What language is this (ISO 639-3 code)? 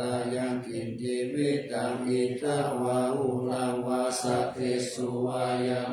pli